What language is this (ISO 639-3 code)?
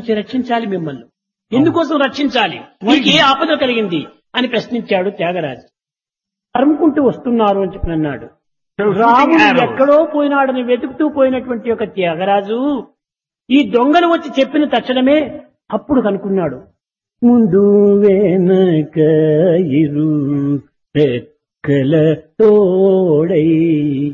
tel